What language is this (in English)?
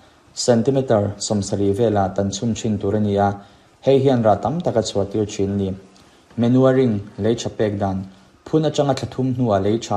Mizo